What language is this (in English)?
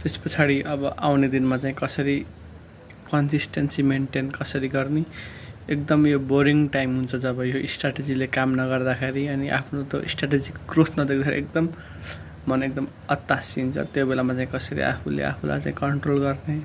Nepali